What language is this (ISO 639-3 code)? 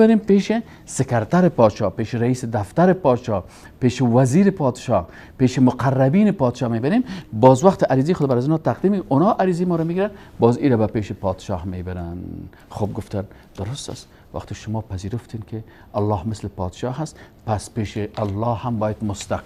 fas